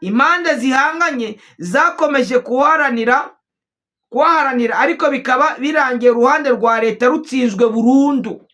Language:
Kinyarwanda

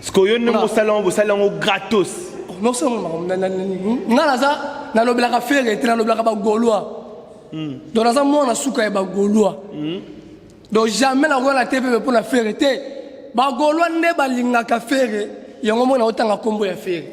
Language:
Lingala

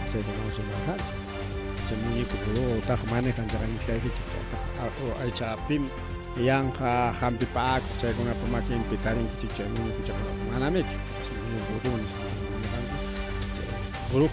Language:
Ayacucho Quechua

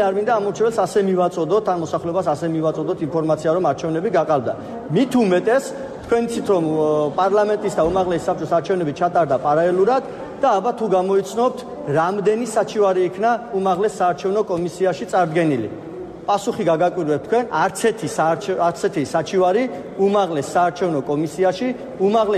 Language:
Georgian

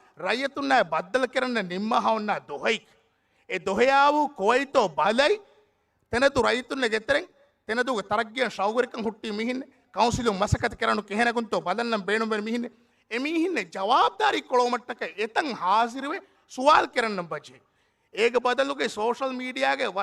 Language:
Divehi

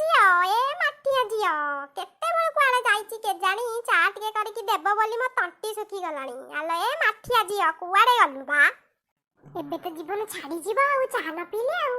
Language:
Odia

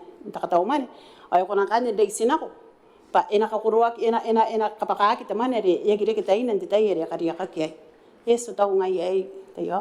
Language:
Gilbertese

